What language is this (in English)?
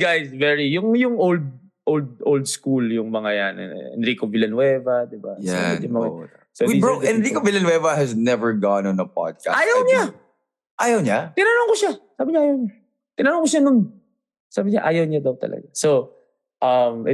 Filipino